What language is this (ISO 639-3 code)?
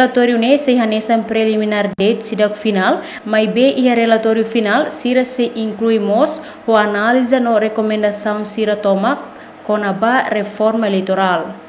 tet